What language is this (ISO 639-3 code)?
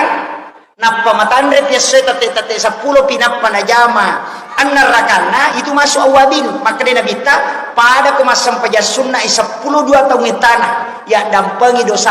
bug